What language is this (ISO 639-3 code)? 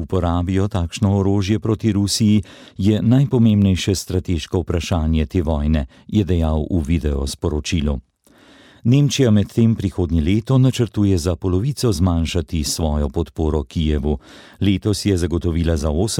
slv